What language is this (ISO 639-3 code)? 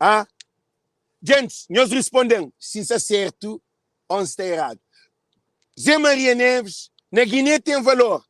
kea